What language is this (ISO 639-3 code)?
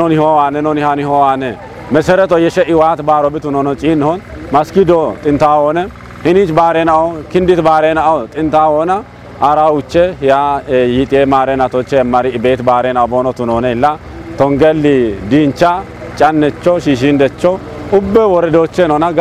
kbr